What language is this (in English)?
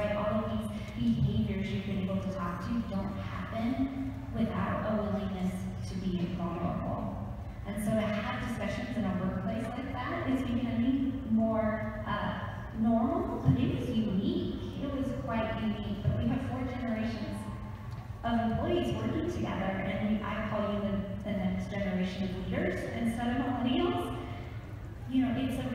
English